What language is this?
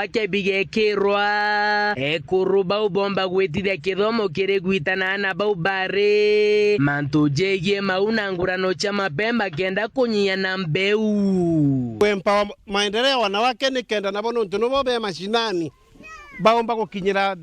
Meru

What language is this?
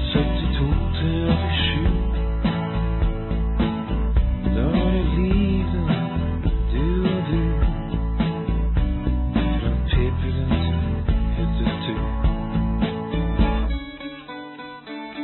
Norwegian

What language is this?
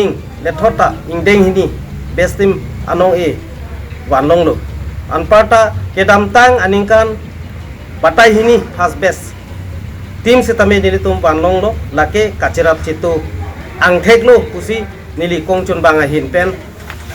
Karbi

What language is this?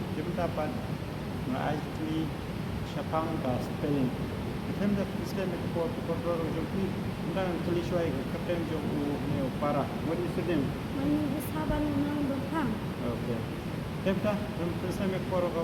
Khasi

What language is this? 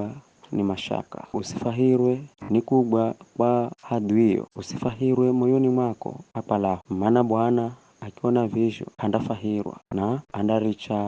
Giryama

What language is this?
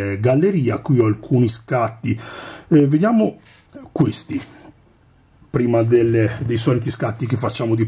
Italian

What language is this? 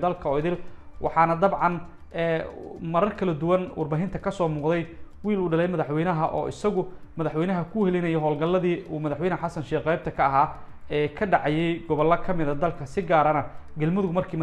Somali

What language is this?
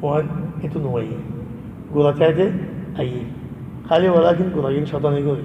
Rohingya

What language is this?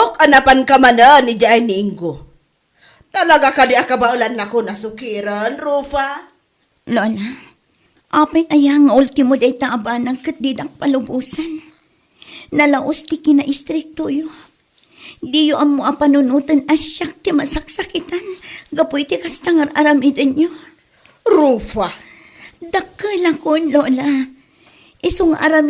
Iloko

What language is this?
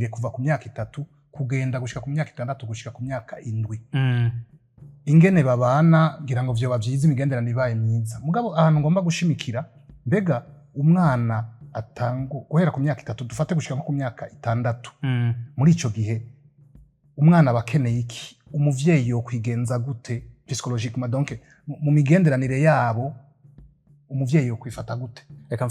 Rundi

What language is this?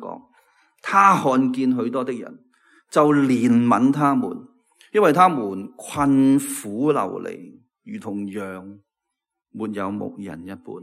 Cantonese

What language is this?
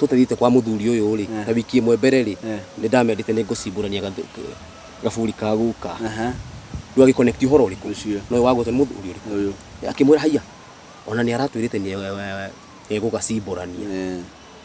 Kikuyu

